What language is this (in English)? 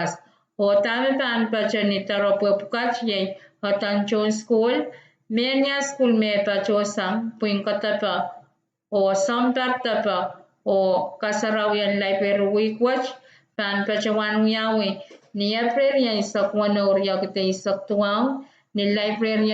Pohnpeian